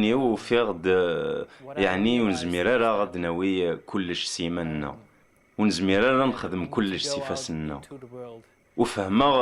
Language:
Kabyle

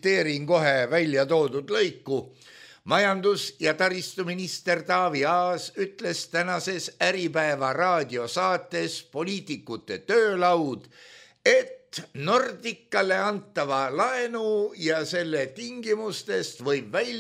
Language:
Estonian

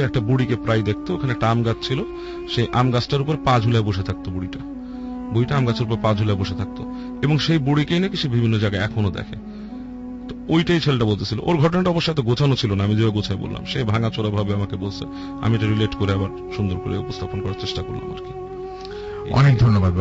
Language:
Bangla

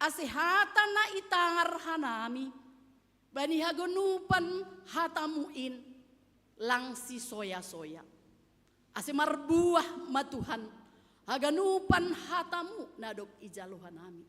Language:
Batak Simalungun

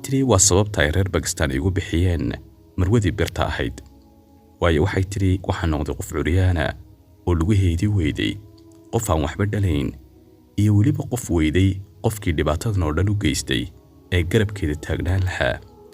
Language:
Somali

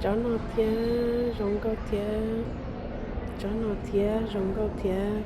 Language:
Hmong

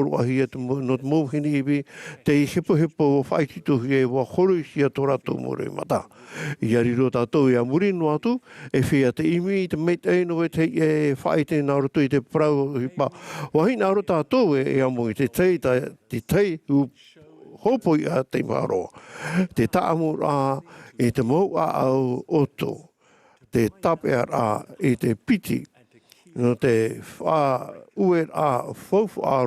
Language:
Tahitian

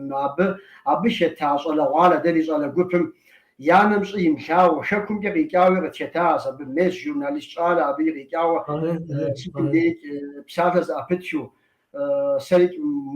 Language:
Kabardian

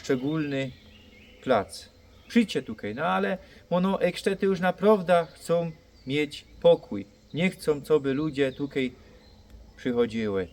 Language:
Silesian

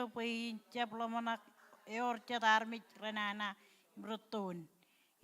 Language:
Marshallese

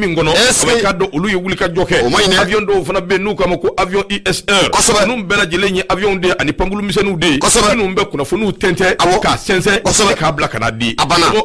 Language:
Bambara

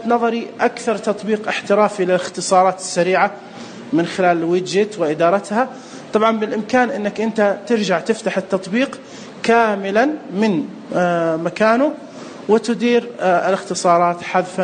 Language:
Najdi Arabic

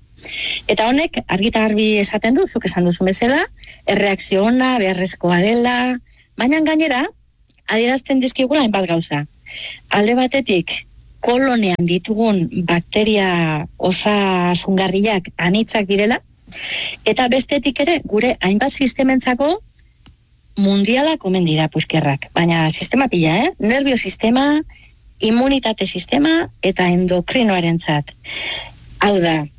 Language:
Basque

